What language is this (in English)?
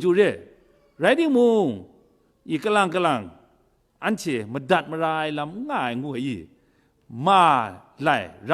Kachin